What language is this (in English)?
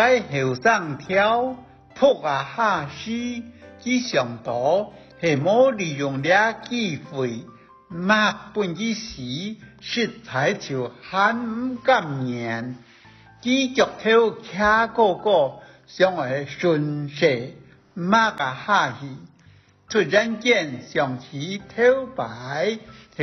Hakka Chinese